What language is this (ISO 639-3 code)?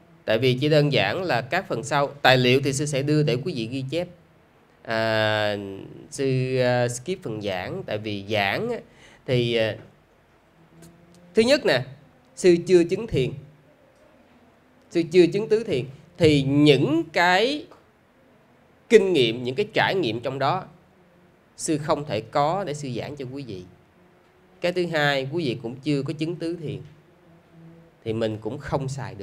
vie